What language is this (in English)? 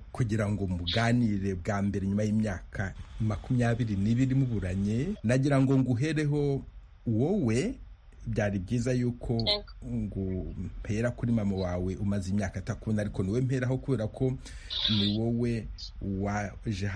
Kinyarwanda